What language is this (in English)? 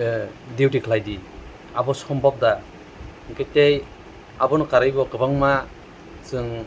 Kok Borok